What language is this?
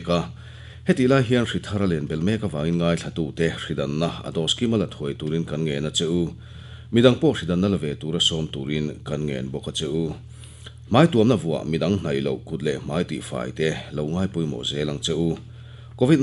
Mizo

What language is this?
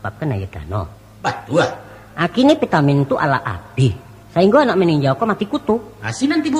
Minangkabau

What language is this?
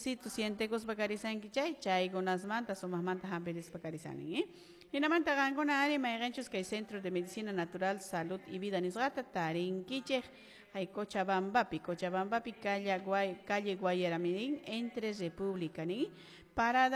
Quechua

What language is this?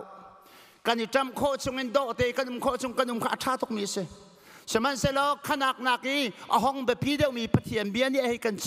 Hakha Chin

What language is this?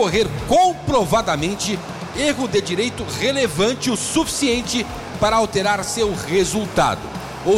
Portuguese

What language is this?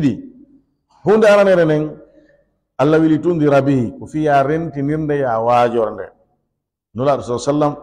Fula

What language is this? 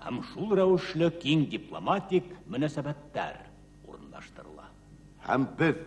Bashkir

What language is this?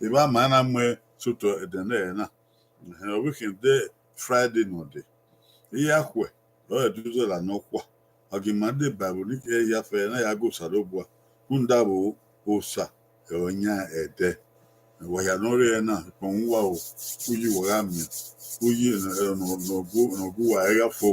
Bini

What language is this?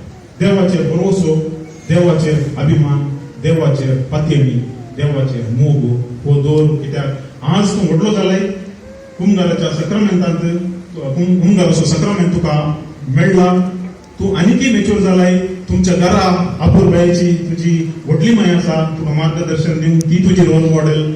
Konkani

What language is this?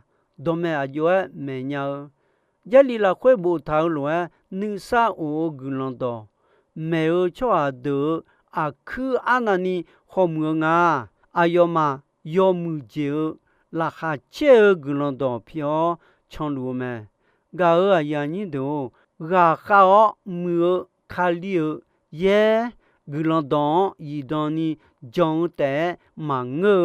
Akha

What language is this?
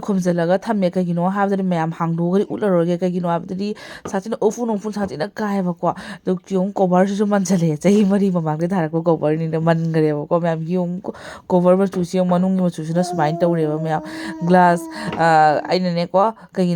Manipuri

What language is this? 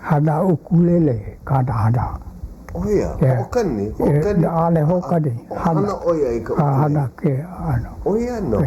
Hawaiian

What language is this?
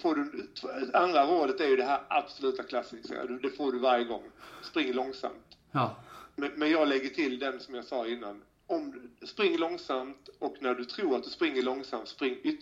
Swedish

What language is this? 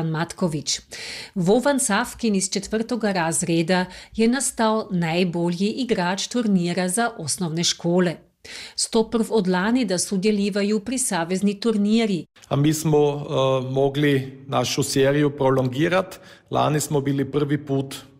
Croatian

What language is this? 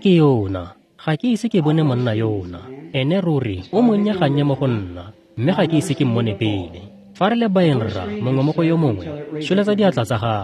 Tswana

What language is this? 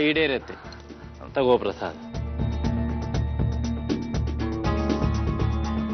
Kannada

